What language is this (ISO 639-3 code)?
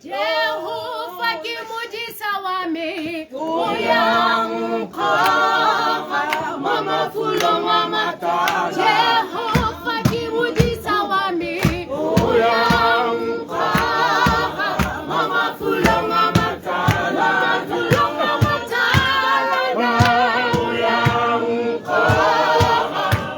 tsn